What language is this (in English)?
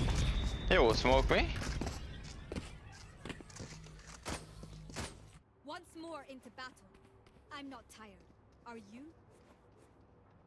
Hungarian